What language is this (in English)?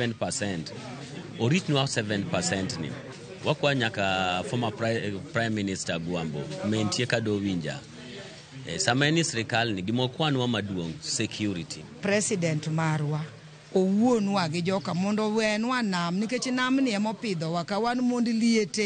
Luo (Kenya and Tanzania)